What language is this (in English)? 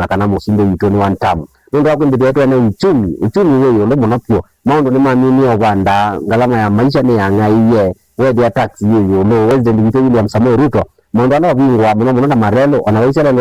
Kamba